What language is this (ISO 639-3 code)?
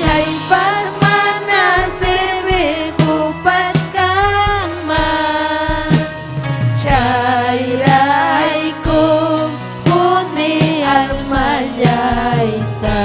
quy